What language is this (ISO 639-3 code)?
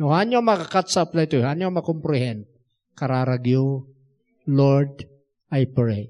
ilo